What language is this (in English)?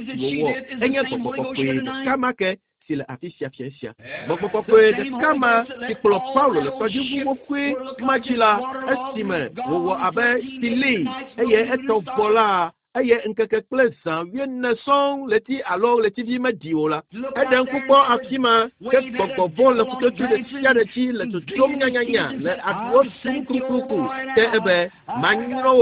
Ewe